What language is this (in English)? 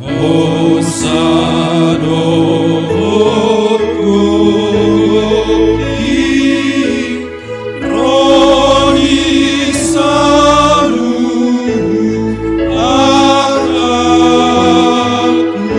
Batak Toba